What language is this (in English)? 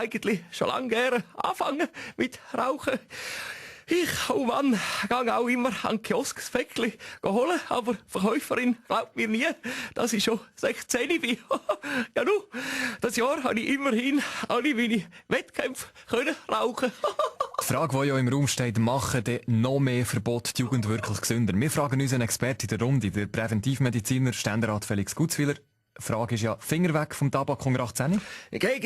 Swiss German